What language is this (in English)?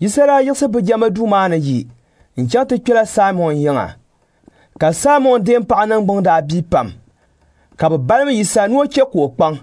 Dagbani